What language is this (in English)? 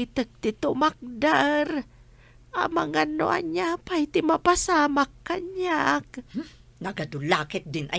Iloko